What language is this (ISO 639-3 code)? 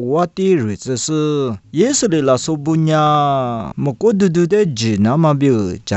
lis